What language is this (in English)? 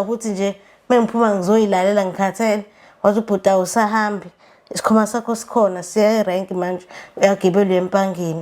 Zulu